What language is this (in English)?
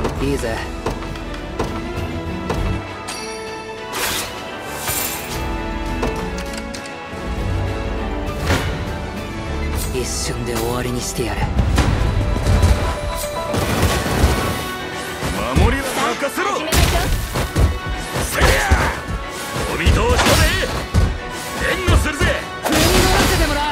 Japanese